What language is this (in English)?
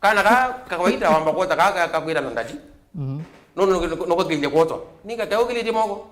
Kamba